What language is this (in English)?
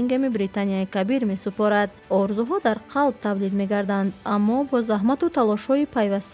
Tajik